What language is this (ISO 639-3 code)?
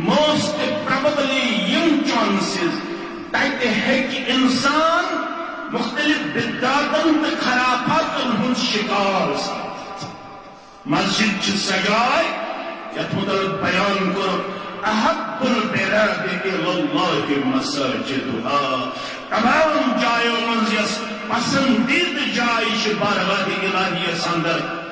kas